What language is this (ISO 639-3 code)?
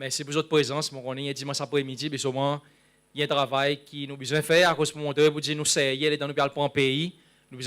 crs